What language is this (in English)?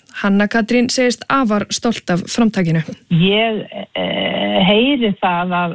Icelandic